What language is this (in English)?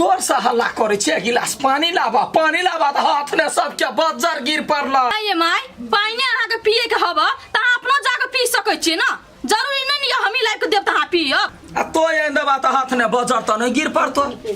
Maithili